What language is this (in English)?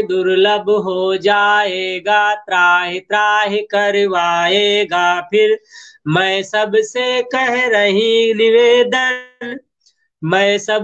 Hindi